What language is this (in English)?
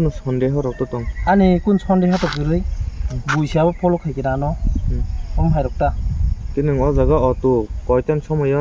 Kok Borok